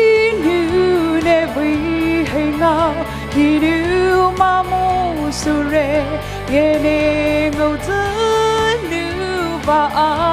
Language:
Poumei Naga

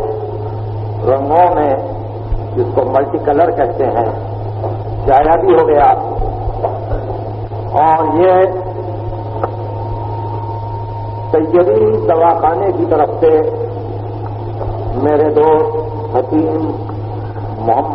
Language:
Urdu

